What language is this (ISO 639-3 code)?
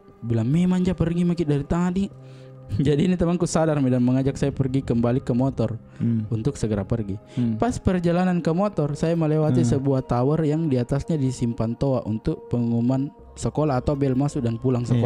mfp